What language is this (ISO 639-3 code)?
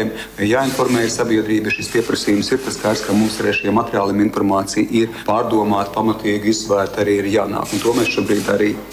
lav